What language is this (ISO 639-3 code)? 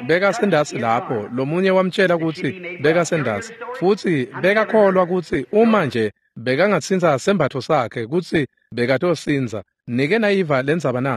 ssw